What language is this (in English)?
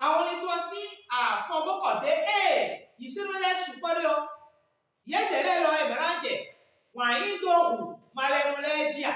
Fon